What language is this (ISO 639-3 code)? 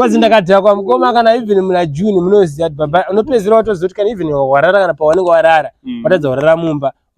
sna